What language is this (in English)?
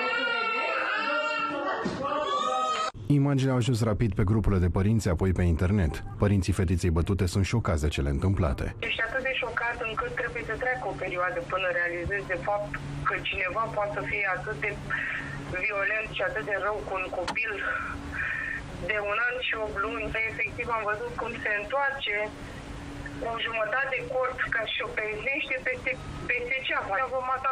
Romanian